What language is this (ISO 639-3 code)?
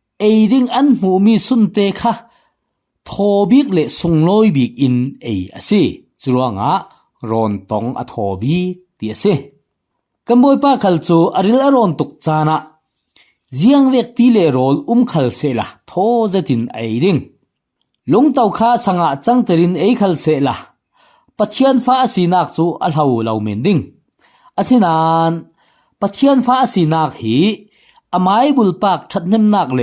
cfm